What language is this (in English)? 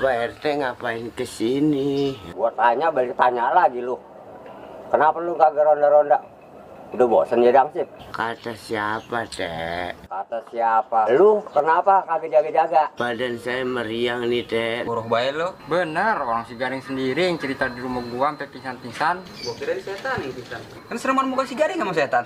Betawi